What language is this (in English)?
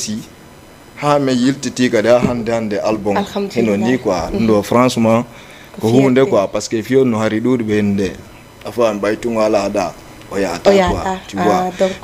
Fula